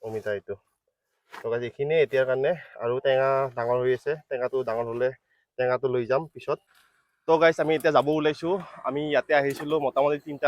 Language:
Assamese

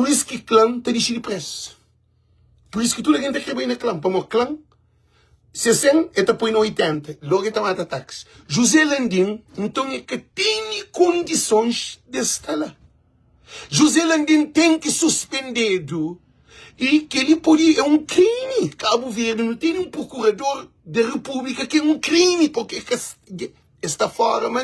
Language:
Kabuverdianu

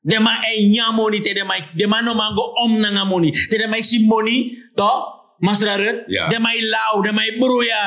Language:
Sranan Tongo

